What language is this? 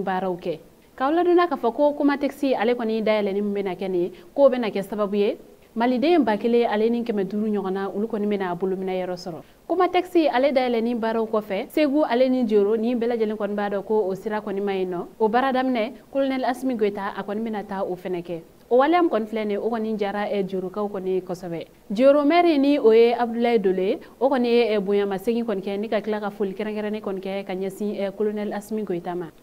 Bambara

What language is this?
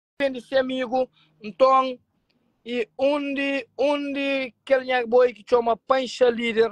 Kabuverdianu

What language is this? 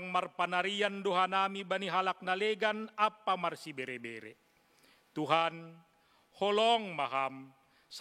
Batak Simalungun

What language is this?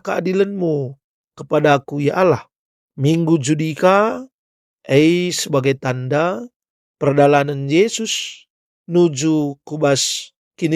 Batak Karo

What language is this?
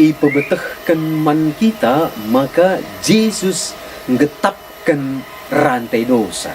Batak Karo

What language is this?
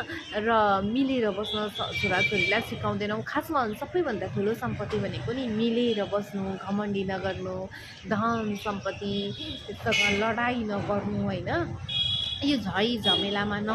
Nepali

